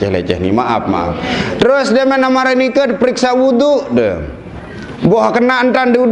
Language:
Sasak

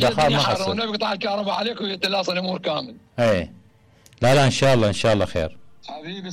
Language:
Mesopotamian Arabic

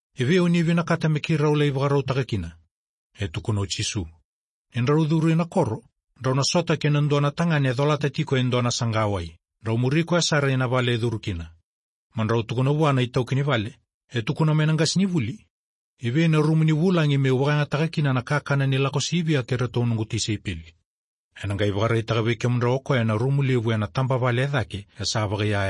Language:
Fijian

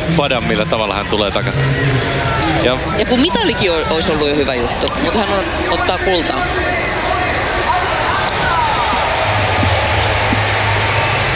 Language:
Finnish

